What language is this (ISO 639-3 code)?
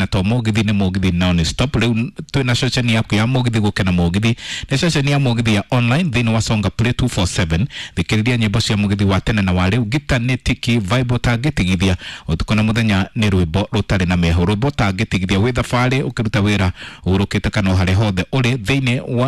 kik